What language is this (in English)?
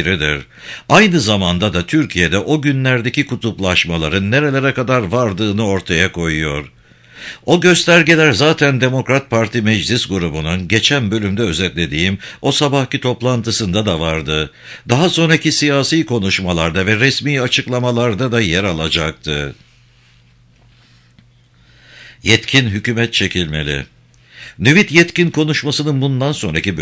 Turkish